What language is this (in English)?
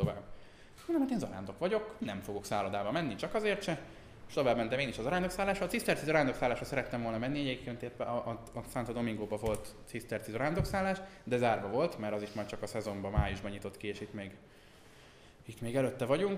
Hungarian